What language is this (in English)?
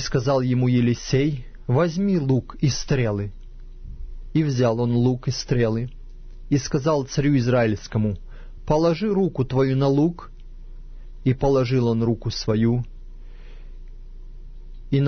Russian